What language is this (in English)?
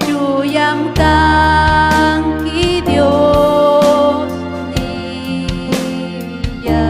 Ayacucho Quechua